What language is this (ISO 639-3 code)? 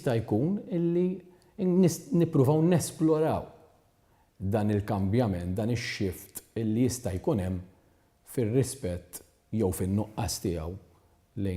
mlt